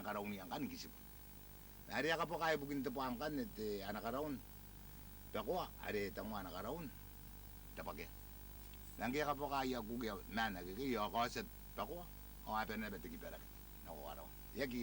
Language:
Gilbertese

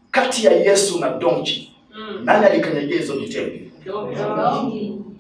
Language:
Swahili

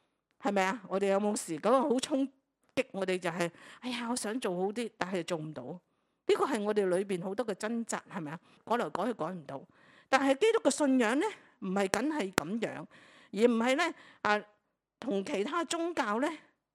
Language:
Cantonese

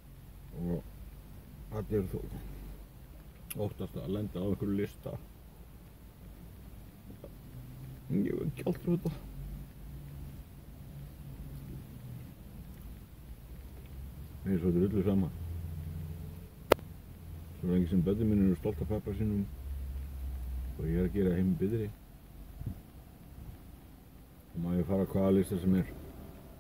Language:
Icelandic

